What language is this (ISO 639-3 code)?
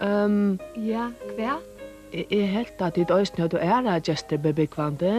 fao